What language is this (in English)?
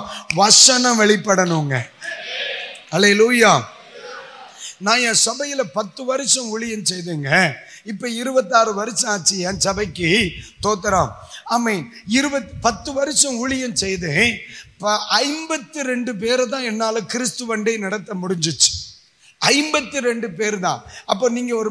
Tamil